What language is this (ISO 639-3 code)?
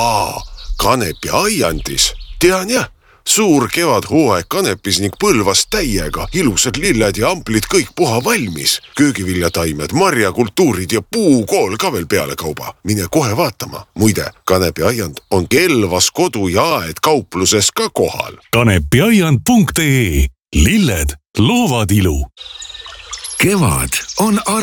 est